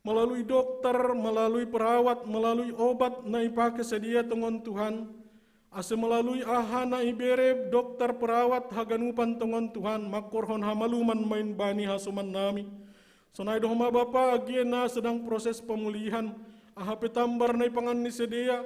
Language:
Batak Simalungun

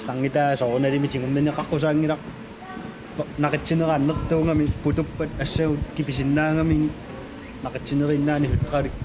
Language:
Kalaallisut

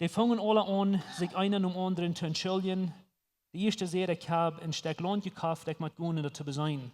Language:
Plautdietsch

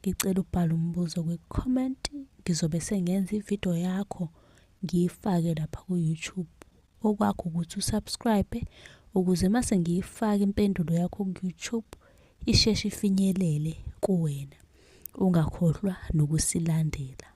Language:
Zulu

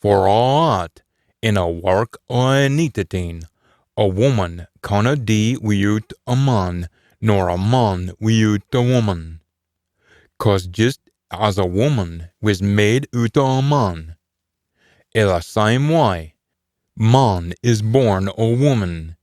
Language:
Scots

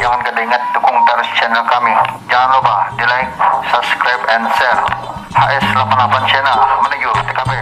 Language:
Banjar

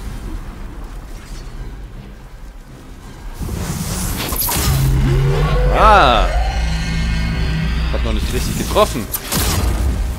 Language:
German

